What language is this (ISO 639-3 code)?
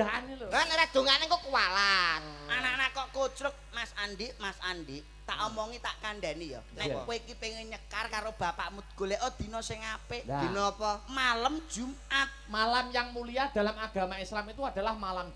jav